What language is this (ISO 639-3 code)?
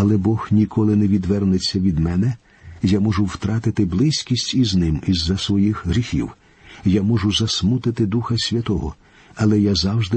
ukr